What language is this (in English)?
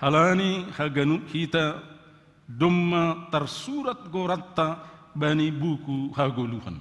Batak Simalungun